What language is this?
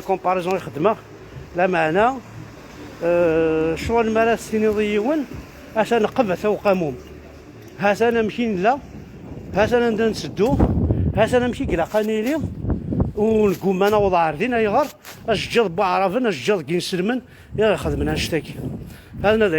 Kabyle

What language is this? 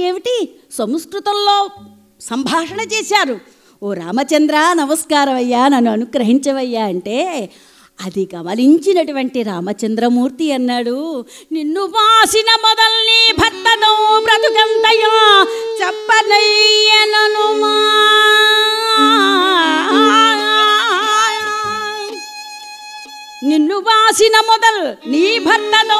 Telugu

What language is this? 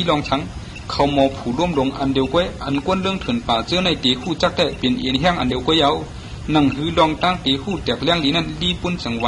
Shan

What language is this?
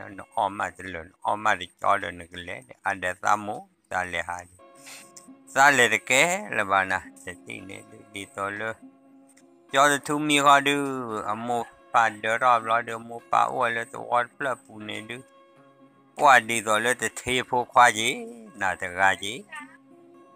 S'gaw Karen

